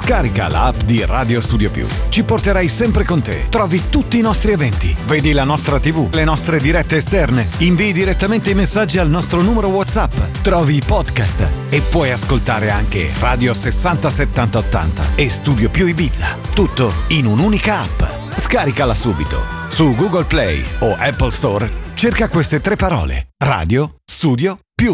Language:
Italian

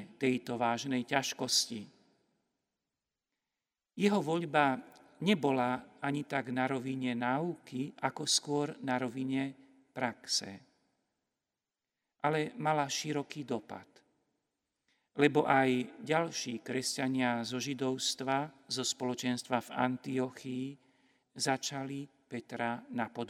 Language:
Slovak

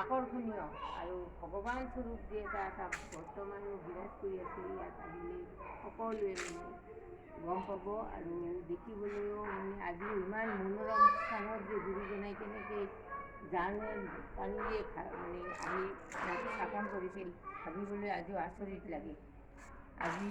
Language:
Assamese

